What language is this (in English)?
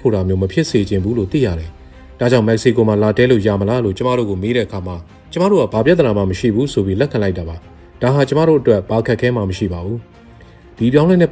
Burmese